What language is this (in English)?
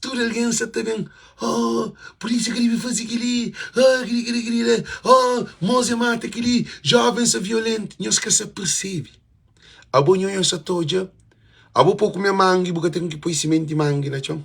Kabuverdianu